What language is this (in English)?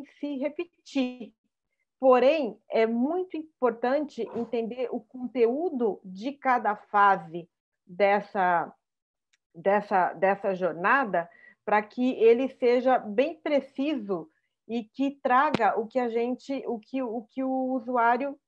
Portuguese